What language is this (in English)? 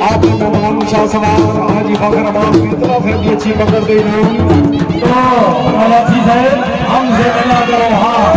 Pahari-Potwari